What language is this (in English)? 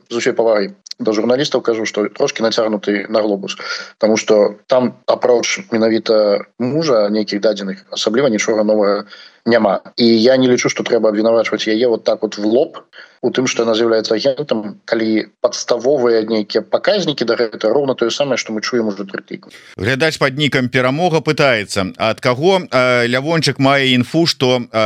Belarusian